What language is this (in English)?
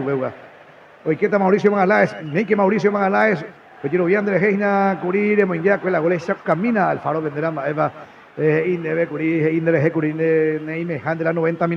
Guarani